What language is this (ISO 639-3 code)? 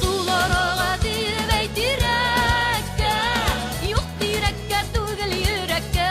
bak